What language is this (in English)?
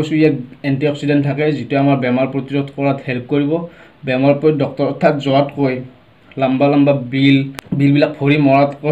Assamese